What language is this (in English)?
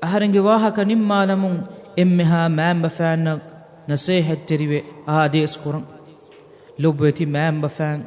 Divehi